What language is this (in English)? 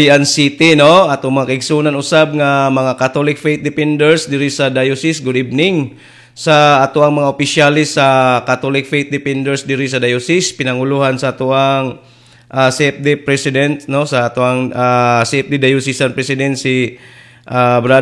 Cebuano